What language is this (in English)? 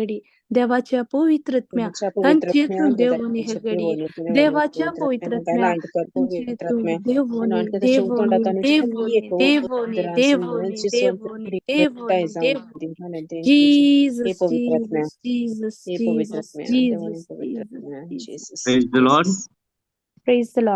Konkani